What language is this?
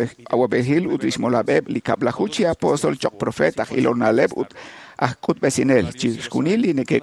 Kekchí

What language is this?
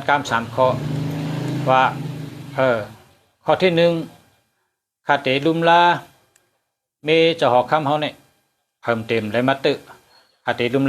Shan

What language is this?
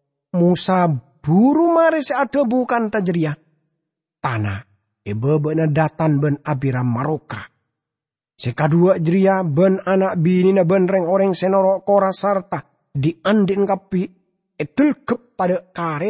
Madurese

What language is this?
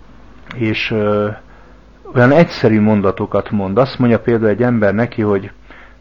Hungarian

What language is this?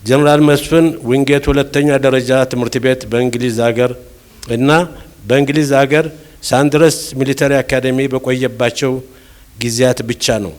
Amharic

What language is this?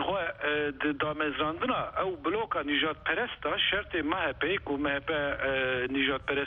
Kurdish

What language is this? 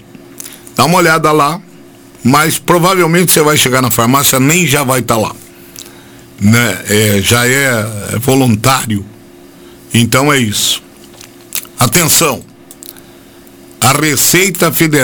Portuguese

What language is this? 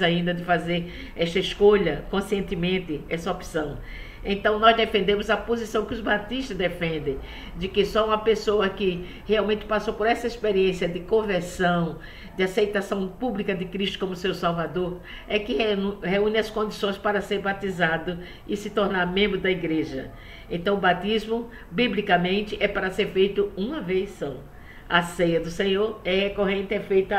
Portuguese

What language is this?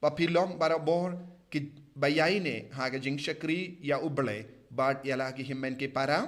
Khasi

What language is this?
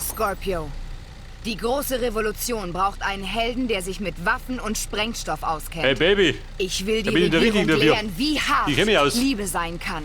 Bavarian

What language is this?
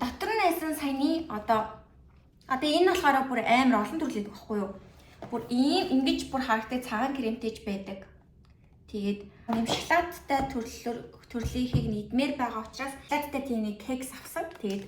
Mongolian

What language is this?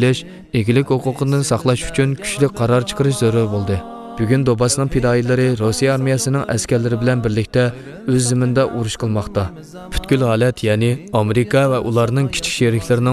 Uyghur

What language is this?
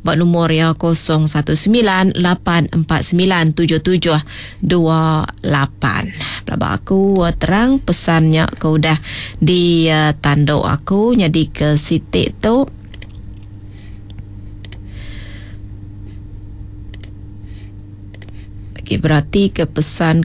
Iban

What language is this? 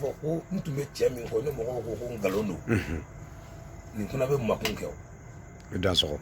Bambara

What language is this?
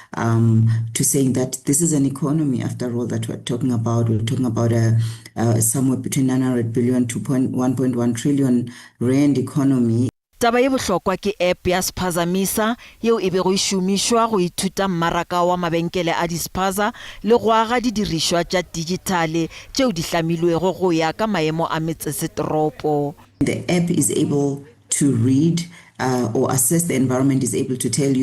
Northern Sotho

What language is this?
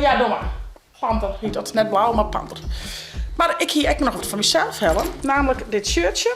Western Frisian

